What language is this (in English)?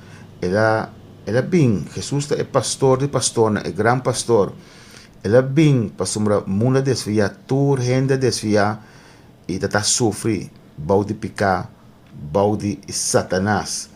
Papiamento